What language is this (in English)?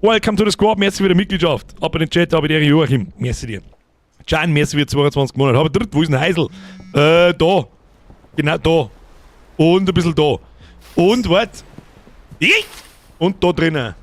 Bavarian